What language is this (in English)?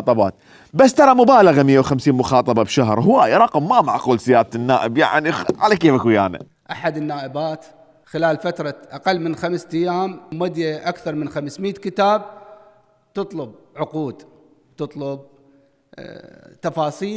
Mesopotamian Arabic